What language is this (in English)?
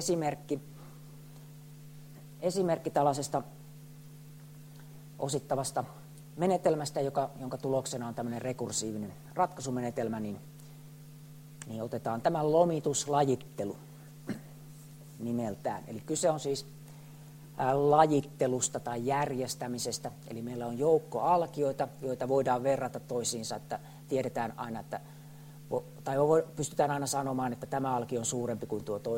Finnish